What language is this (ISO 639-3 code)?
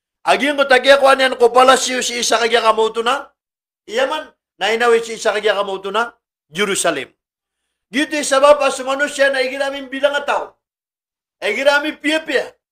mrw